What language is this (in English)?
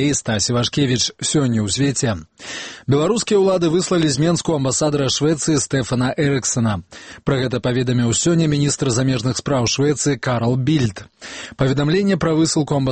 Belarusian